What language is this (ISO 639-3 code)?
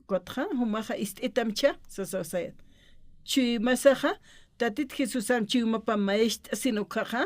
aym